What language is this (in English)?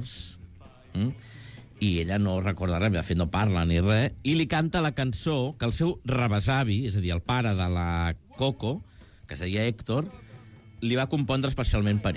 Catalan